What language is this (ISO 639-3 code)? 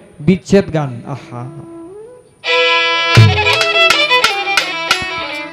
ben